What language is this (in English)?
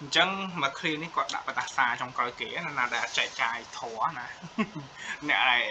Khmer